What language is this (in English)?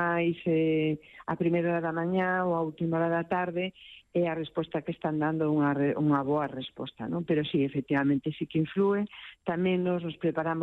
Galician